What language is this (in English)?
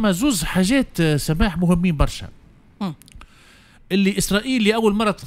Tunisian Arabic